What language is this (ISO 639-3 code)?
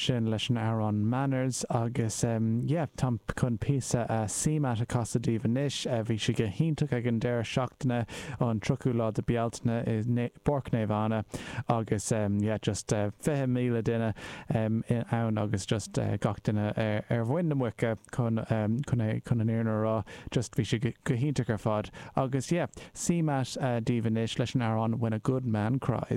gle